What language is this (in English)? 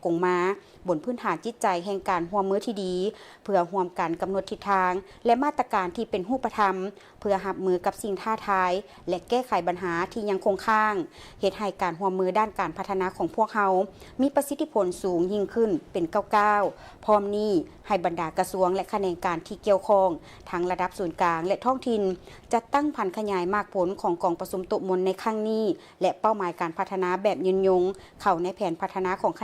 Lao